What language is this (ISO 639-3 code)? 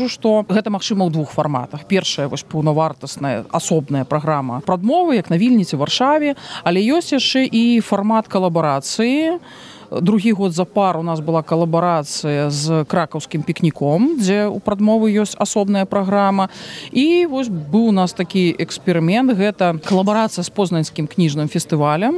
bel